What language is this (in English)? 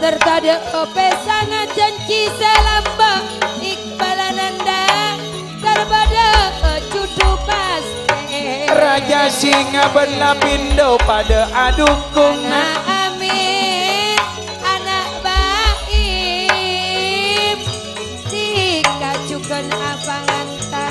Madurese